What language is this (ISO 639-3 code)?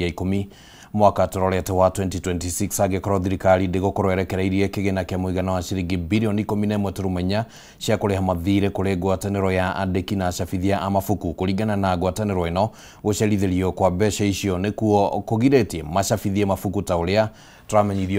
kik